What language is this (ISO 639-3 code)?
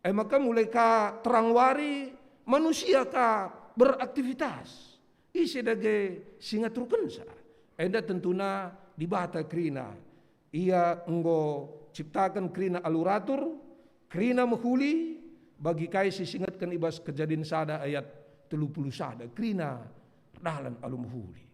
btx